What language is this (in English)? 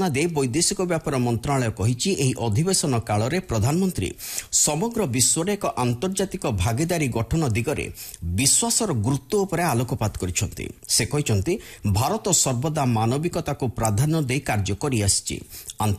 Odia